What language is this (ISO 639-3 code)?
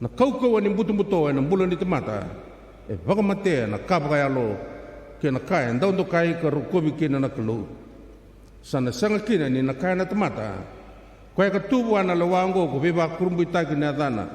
fij